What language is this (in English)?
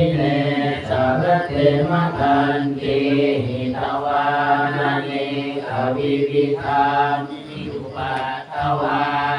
Pali